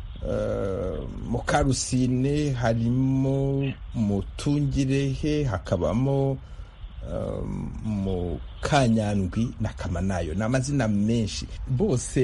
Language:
Kinyarwanda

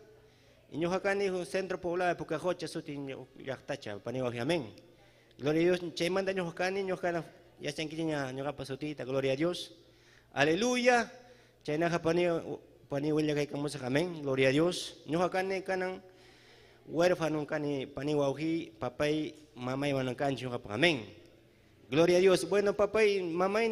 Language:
Ayacucho Quechua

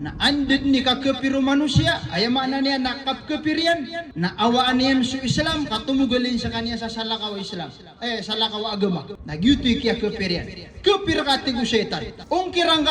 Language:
Maranao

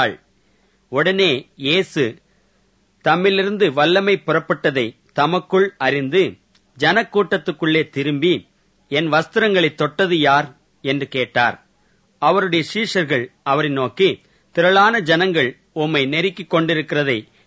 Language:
Tamil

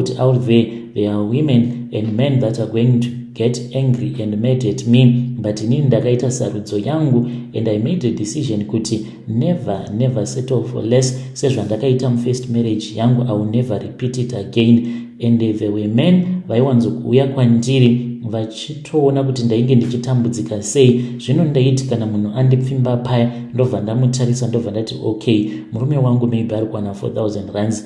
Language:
Shona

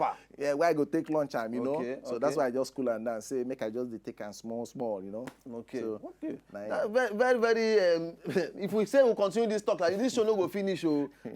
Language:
Nigerian Pidgin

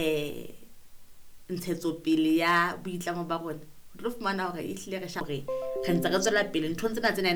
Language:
Southern Sotho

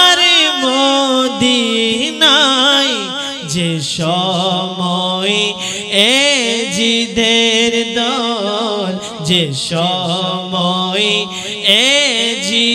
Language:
Bangla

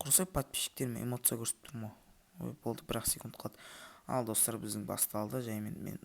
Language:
Kazakh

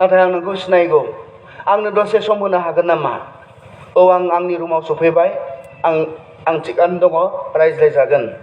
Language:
Bodo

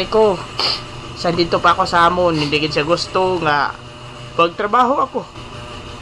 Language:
Hiligaynon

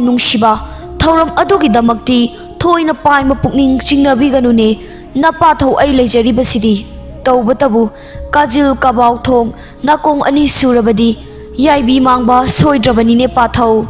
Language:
Manipuri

